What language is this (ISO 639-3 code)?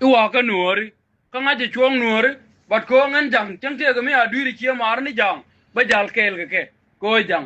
nus